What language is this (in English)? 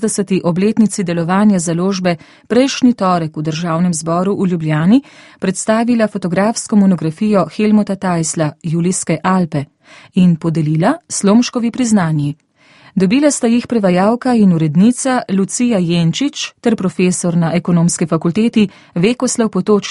Slovenian